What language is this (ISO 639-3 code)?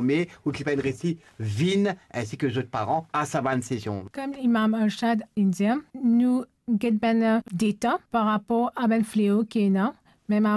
mfe